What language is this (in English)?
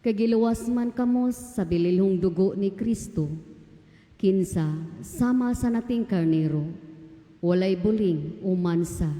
Cebuano